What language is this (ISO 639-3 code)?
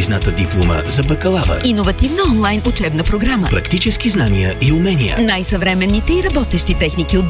bul